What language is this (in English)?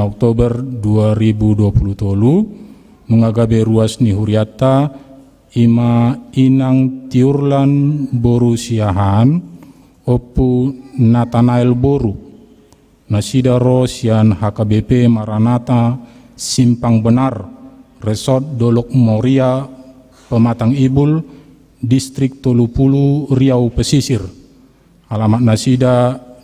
Batak Toba